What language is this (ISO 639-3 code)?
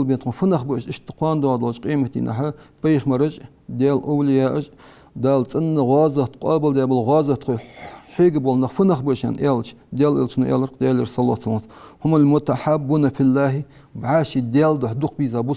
inh